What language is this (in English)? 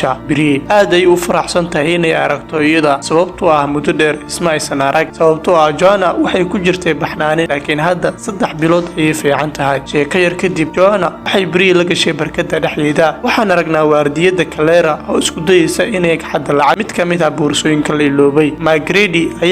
Somali